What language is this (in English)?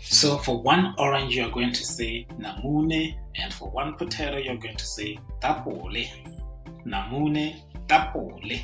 Tswana